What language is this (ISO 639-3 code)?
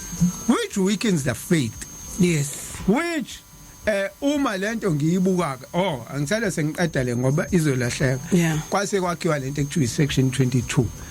zul